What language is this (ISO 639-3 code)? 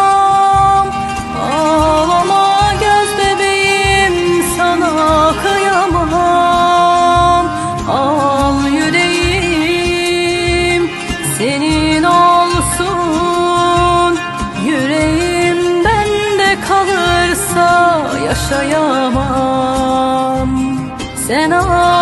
tur